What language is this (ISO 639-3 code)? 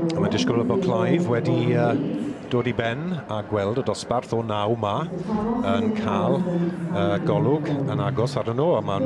cym